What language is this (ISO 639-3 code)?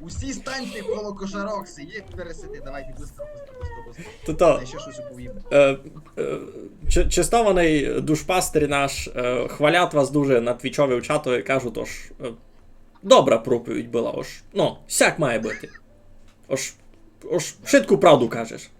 rue